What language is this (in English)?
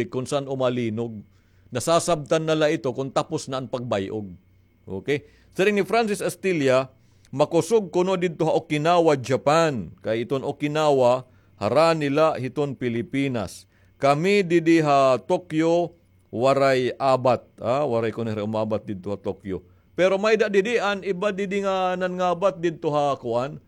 Waray